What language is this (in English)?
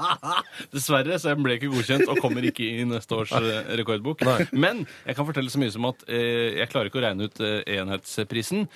Norwegian